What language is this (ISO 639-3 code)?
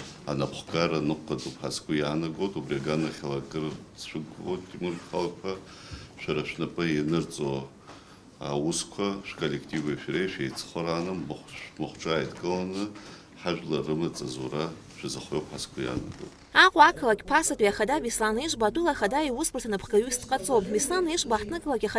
abk